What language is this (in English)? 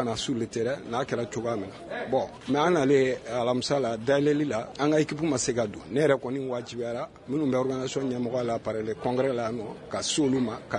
Bambara